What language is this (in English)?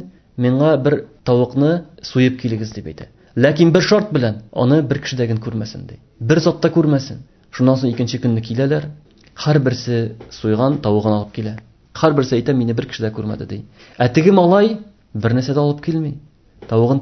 Tatar